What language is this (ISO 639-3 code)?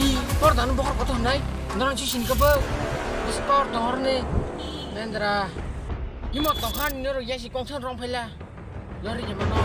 trp